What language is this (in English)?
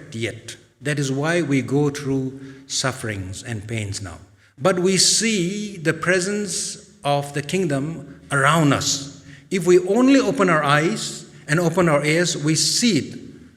Tangkhul Naga (India)